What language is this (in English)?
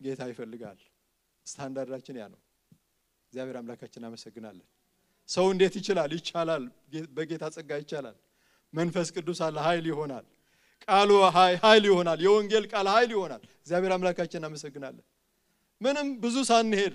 Amharic